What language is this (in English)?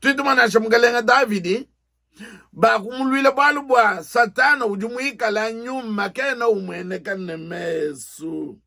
Luba-Lulua